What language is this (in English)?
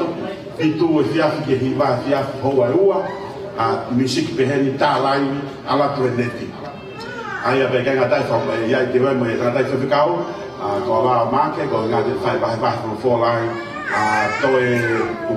Tongan